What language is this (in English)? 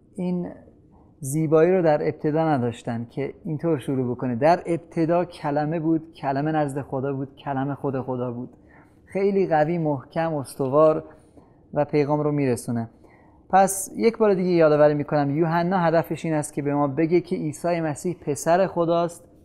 Persian